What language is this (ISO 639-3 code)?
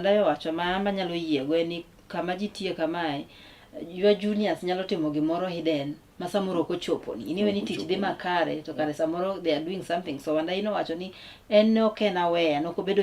luo